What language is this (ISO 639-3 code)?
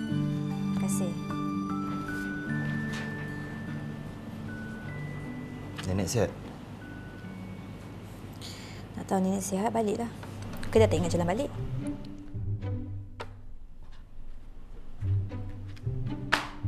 msa